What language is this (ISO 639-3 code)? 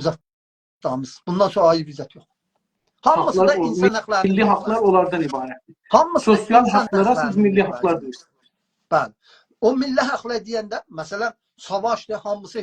azb